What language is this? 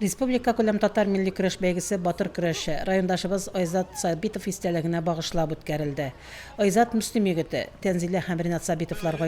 Tatar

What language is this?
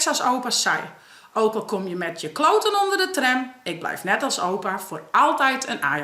Western Frisian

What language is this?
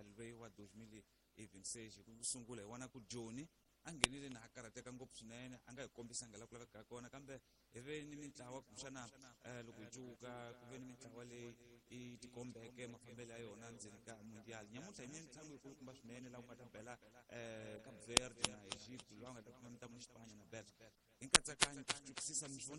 Tsonga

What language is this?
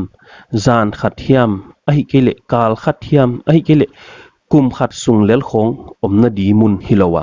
Paite Chin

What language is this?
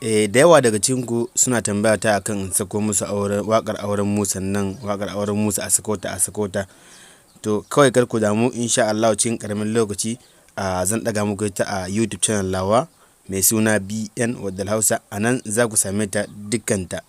Hausa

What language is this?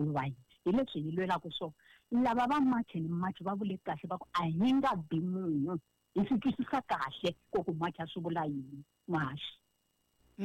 Tsonga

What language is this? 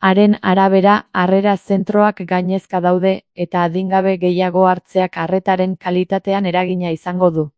Basque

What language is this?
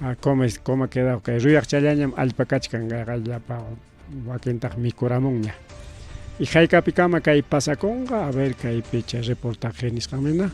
Ayacucho Quechua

